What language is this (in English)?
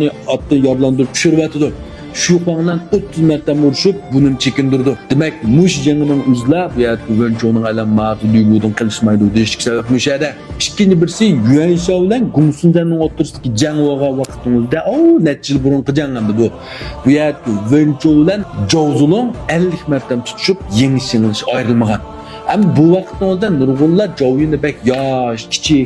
Uyghur